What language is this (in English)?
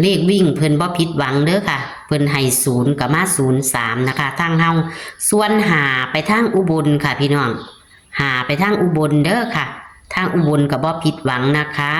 Northeastern Thai